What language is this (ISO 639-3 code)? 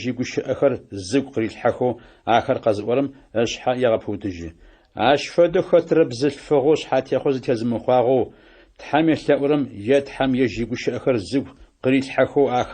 ady